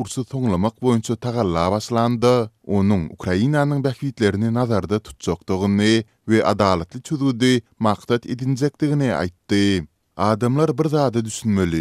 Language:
Turkmen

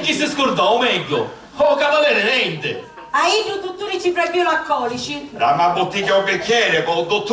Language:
Sicilian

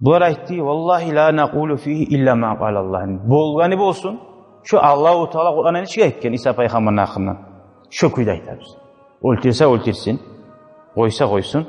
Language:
Kumyk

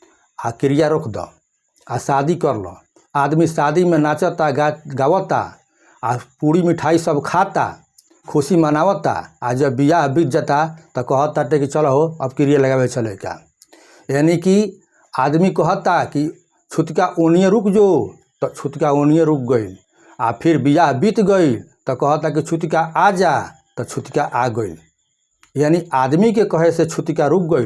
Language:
Bhojpuri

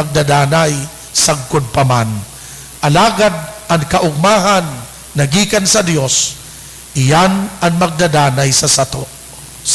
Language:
Bikol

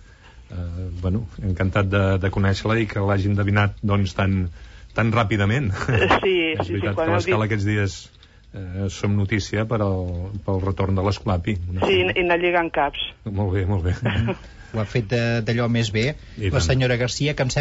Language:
Catalan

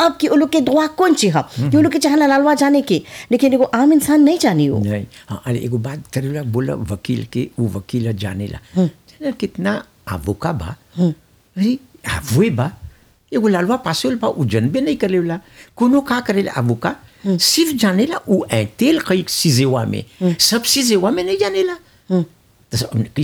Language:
Bhojpuri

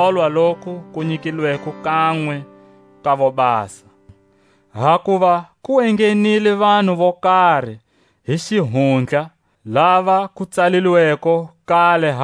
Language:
Tswa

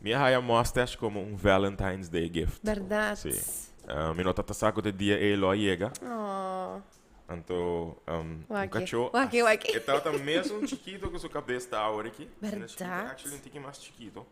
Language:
Papiamento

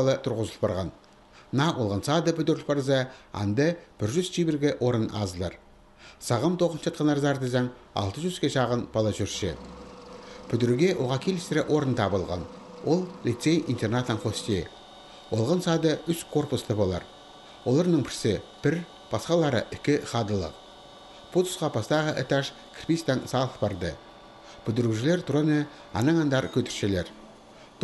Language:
Khakas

